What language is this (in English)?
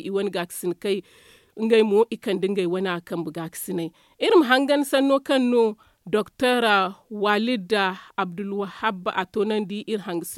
Zarma